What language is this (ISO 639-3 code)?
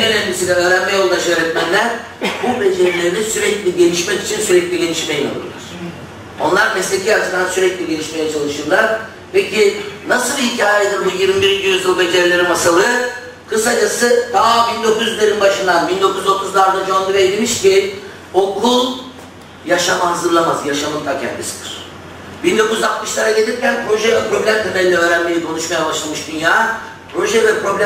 tur